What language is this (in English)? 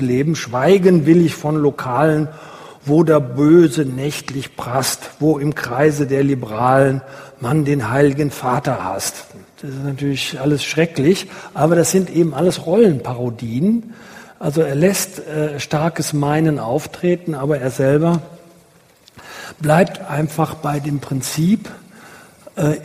German